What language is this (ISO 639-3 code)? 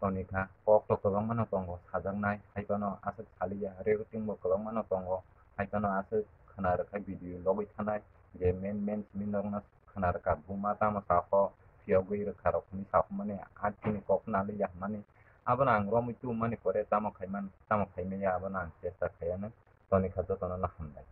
trp